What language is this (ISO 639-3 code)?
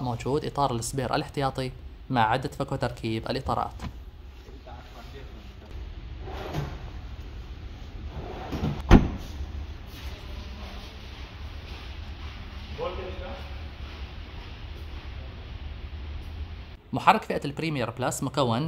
ara